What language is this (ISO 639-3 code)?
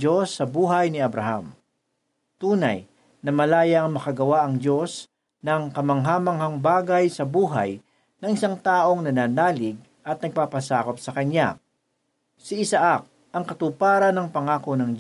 fil